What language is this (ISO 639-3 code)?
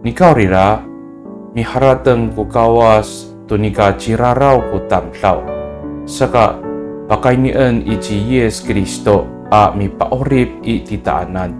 ami